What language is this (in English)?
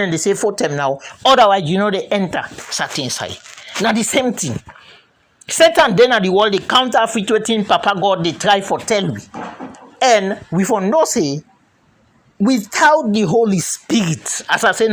Krio